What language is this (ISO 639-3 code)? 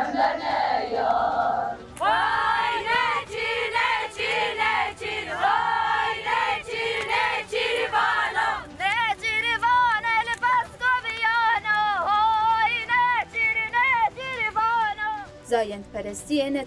kur